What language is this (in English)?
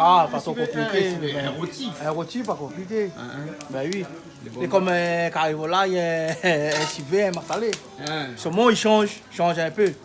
Réunion Creole French